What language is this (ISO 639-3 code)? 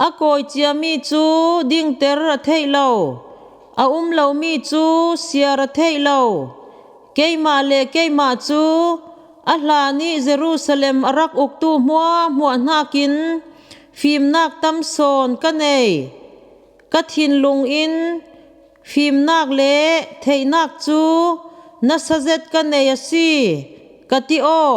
cfm